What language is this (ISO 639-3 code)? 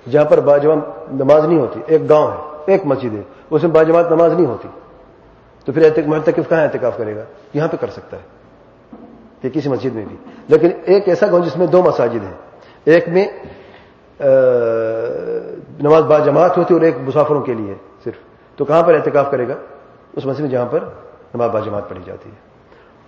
urd